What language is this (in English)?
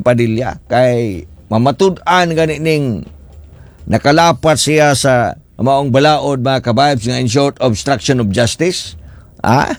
Cebuano